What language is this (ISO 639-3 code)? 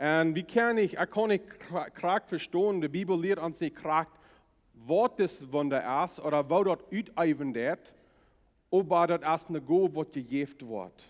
pdt